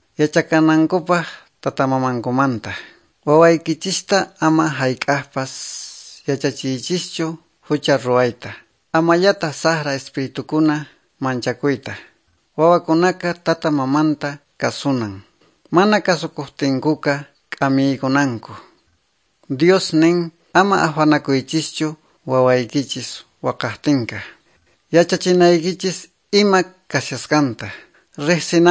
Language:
Quechua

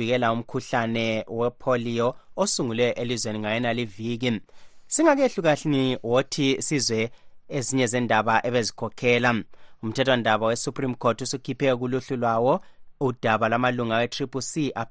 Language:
North Ndebele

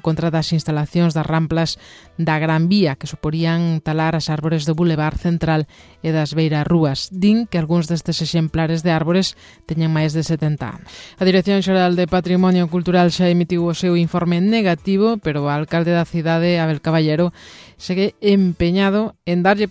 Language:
Galician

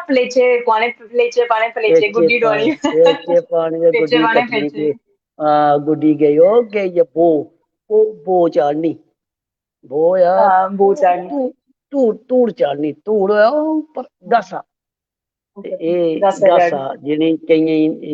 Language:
Dogri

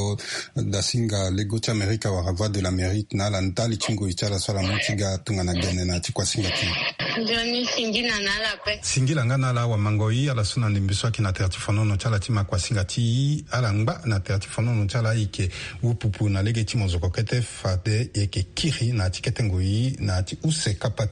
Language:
Sango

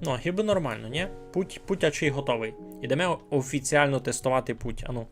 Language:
Rusyn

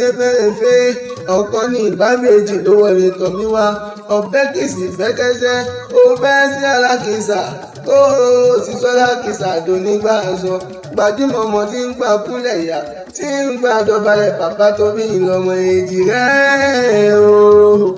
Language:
Yoruba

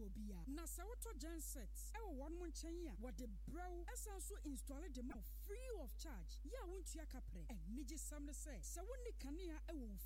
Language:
Akan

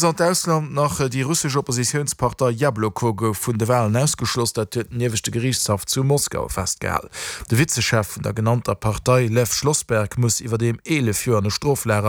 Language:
Luxembourgish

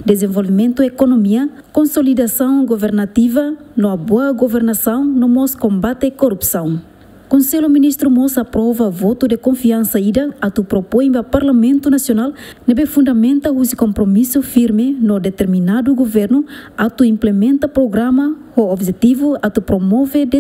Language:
Tetum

